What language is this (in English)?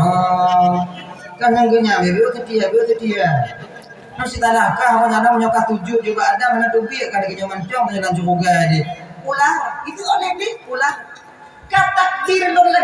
Achinese